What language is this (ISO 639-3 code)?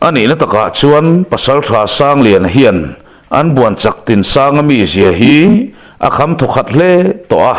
lus